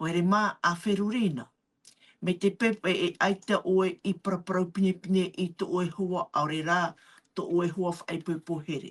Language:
Tahitian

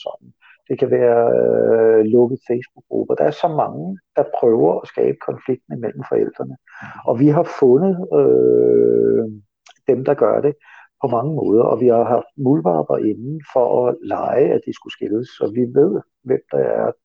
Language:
Danish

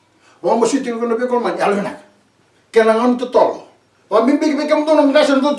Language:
Fijian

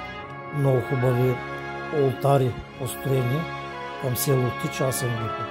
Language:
Bulgarian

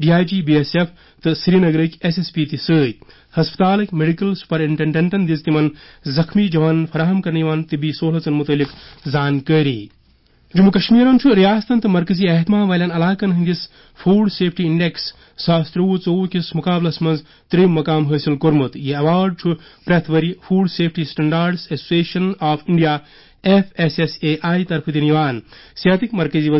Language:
Kashmiri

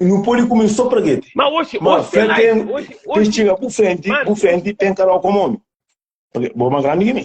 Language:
Kabuverdianu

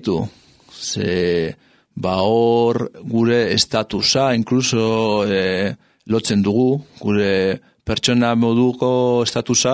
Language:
Basque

